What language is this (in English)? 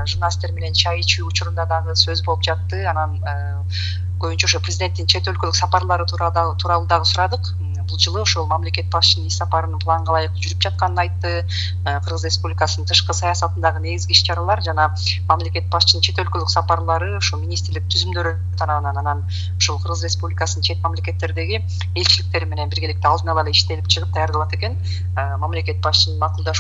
Kyrgyz